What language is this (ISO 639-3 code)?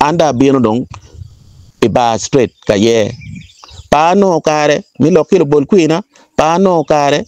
ach